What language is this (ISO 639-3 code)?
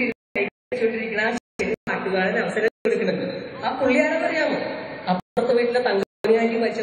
mal